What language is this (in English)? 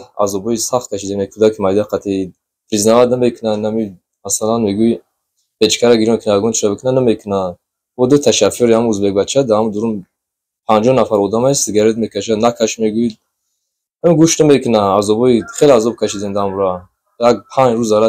Tajik